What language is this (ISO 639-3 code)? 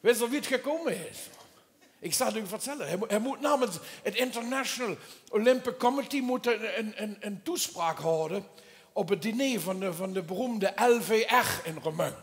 lim